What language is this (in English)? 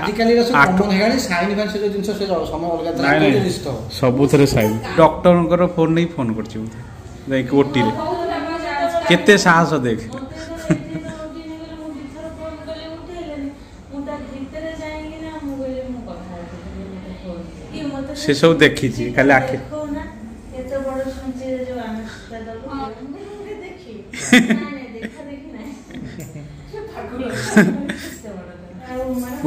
Odia